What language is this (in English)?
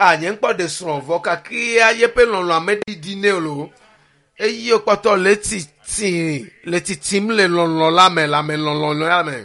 Ewe